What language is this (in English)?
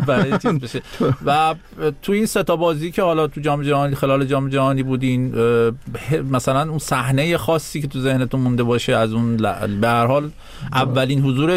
Persian